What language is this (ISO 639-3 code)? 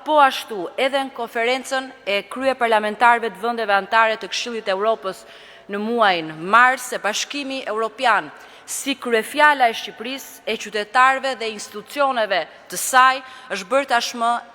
sqi